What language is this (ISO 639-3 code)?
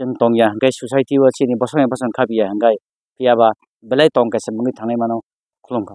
trp